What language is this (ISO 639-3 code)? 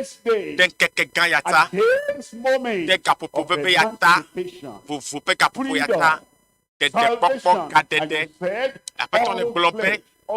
ewe